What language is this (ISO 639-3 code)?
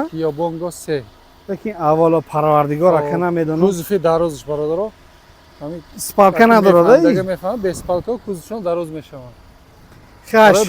tgk